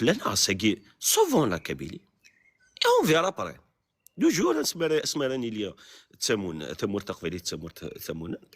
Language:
Kabyle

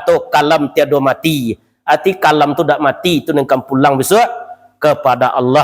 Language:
Minangkabau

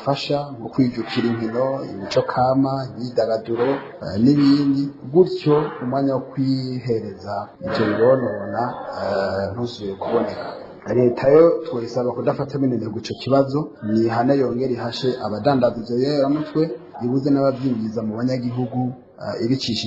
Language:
Rundi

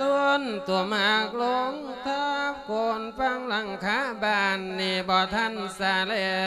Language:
Lao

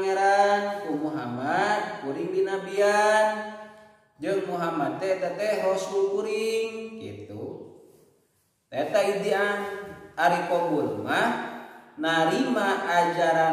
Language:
Sundanese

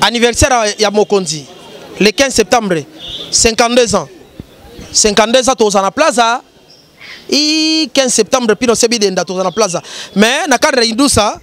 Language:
Lingala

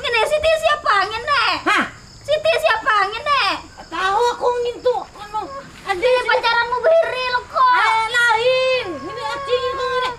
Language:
Banjar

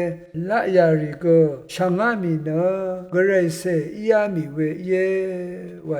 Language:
Rawang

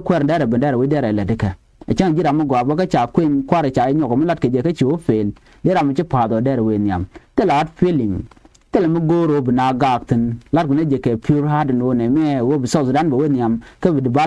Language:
Nuer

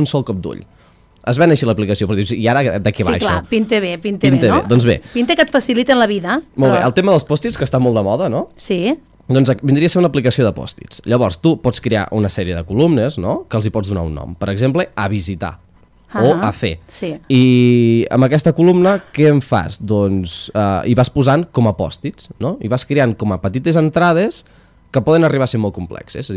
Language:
Catalan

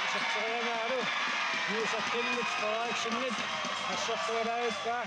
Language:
Kalaallisut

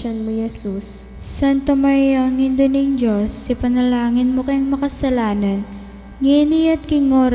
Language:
Pampanga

